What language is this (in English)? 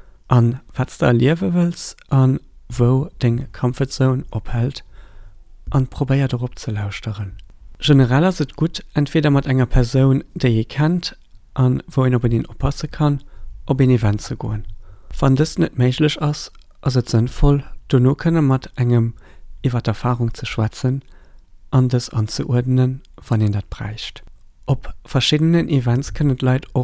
Luxembourgish